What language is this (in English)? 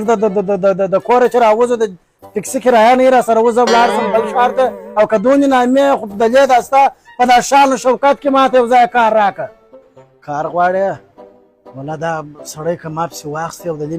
Pashto